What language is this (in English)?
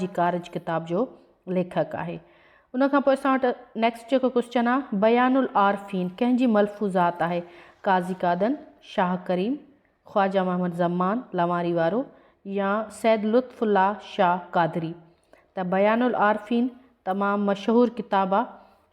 Sindhi